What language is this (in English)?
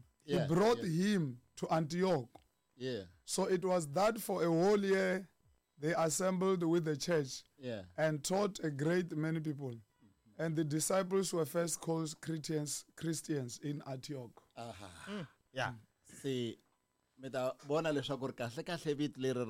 Tsonga